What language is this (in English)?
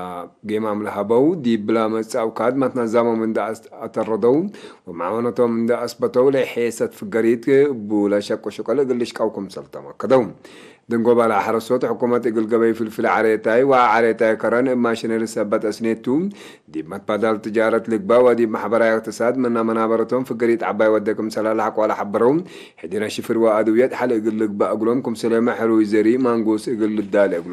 Tigre